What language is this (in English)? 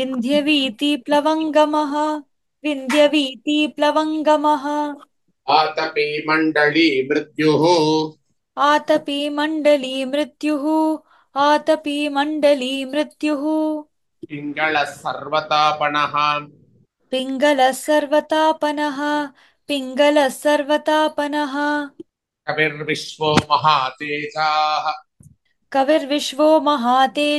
Sanskrit